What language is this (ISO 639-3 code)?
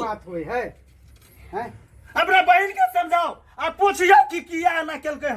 mai